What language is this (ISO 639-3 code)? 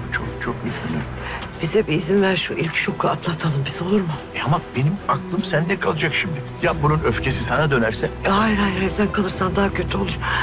tur